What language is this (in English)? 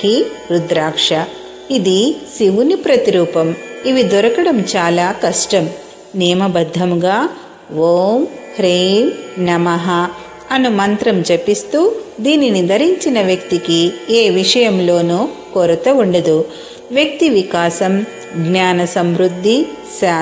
Telugu